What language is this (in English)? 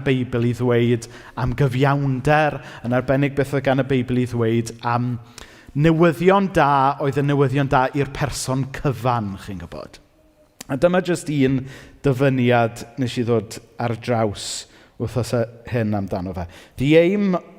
Welsh